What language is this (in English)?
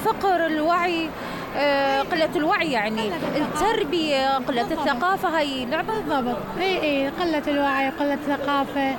Mesopotamian Arabic